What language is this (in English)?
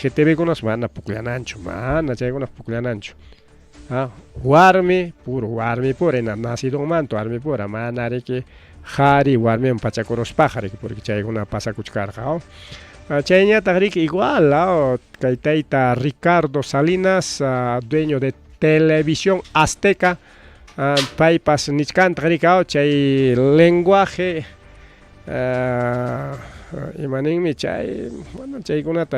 Ayacucho Quechua